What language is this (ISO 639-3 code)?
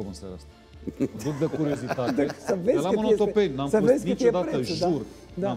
ron